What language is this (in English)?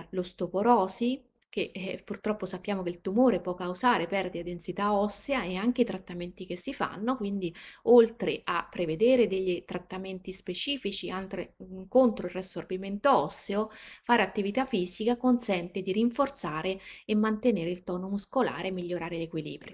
Italian